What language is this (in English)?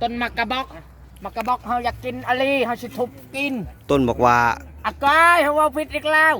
Northeastern Thai